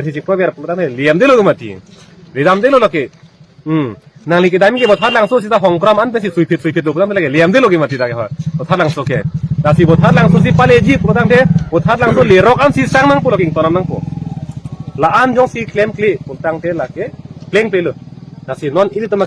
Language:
Karbi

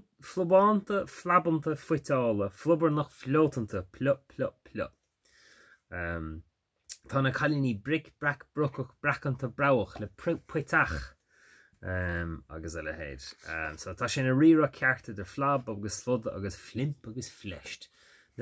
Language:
Irish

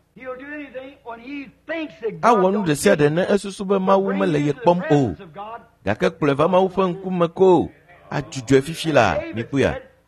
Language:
Ewe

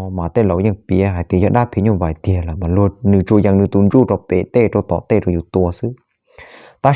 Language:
Hmong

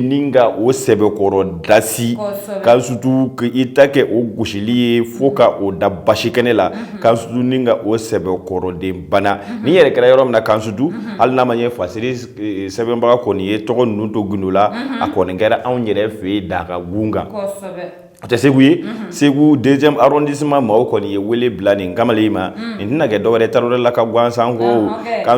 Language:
Bambara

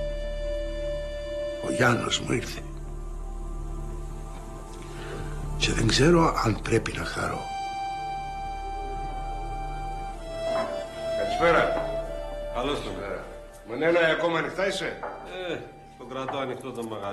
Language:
Greek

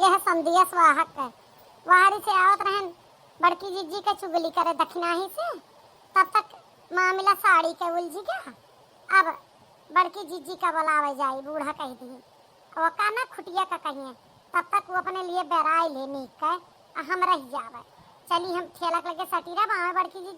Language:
Awadhi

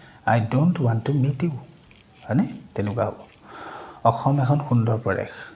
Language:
Assamese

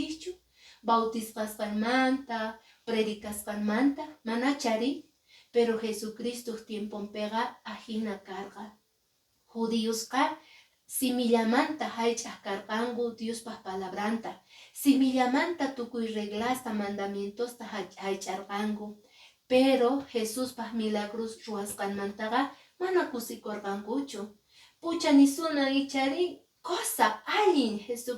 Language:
Quechua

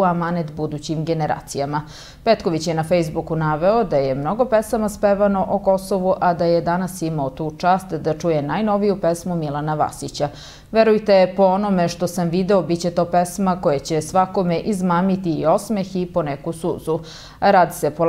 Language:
Serbian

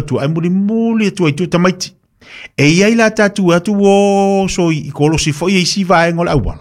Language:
Samoan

